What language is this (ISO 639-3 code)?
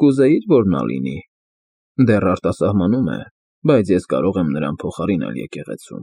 hye